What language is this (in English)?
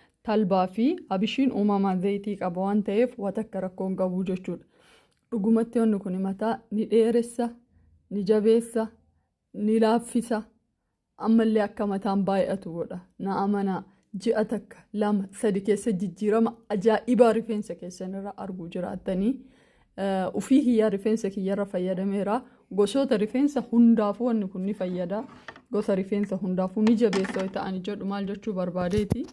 Oromo